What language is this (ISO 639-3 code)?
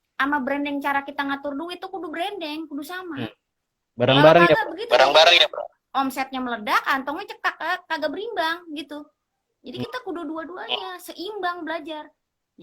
bew